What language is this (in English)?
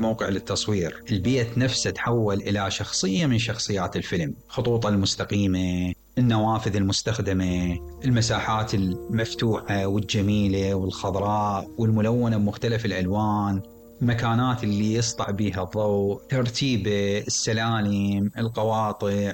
Mesopotamian Arabic